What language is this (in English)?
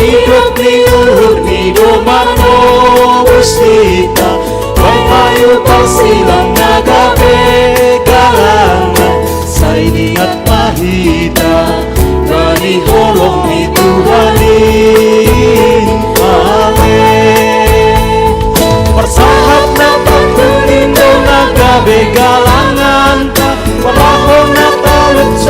Batak Simalungun